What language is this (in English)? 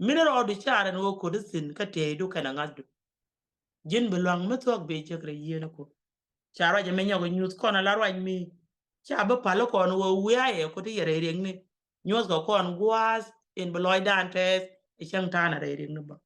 Nuer